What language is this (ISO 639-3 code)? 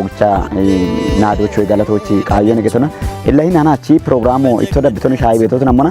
kbr